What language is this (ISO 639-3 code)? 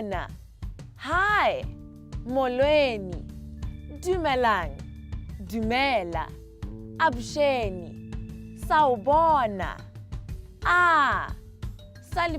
tsn